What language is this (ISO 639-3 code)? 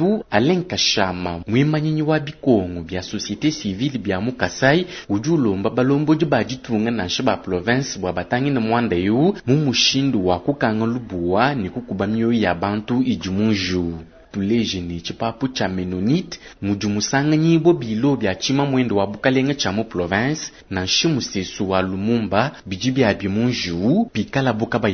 lua